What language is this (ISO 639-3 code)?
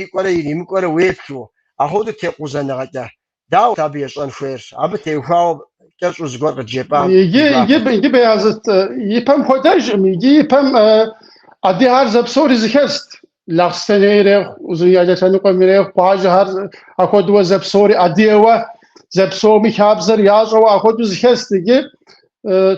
kbd